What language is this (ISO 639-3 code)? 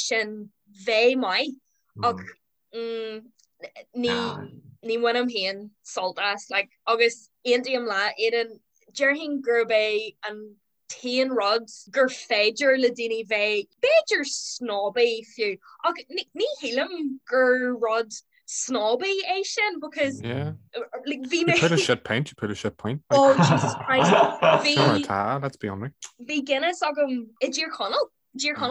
gle